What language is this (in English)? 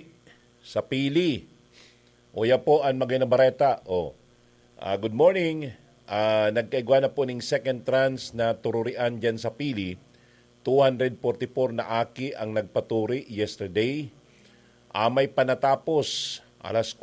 Bikol